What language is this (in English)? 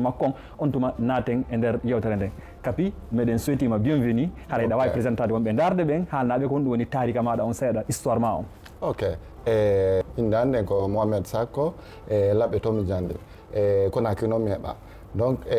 Fula